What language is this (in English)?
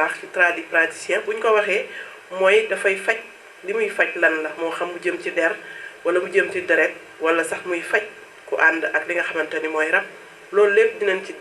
Wolof